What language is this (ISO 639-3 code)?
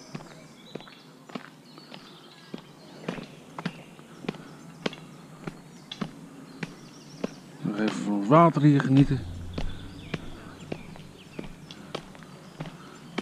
nld